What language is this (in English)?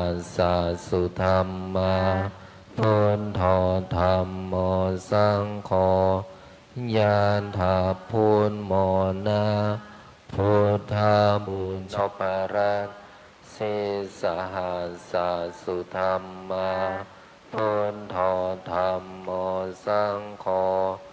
Pali